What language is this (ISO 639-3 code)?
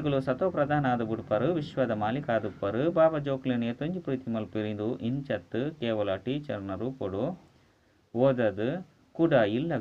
tcy